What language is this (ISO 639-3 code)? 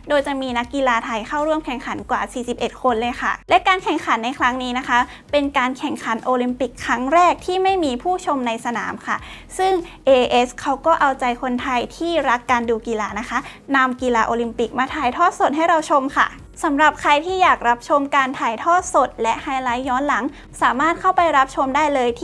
tha